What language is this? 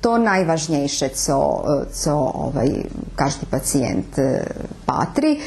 Rusyn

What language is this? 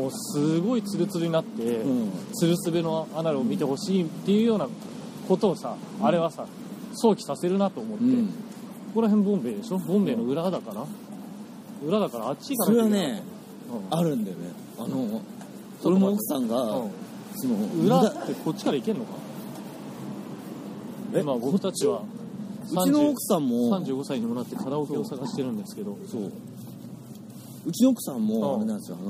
Japanese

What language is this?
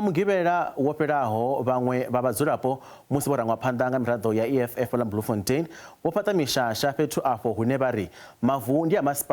Venda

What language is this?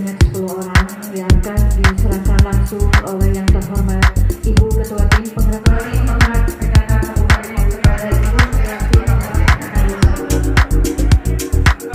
Indonesian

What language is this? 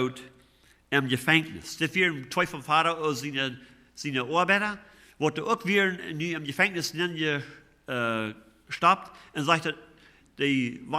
Plautdietsch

